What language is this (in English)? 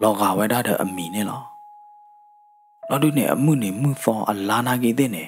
S'gaw Karen